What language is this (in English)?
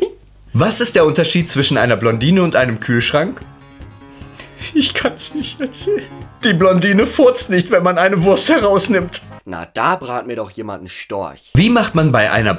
German